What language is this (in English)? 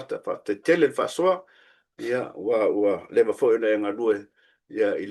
Samoan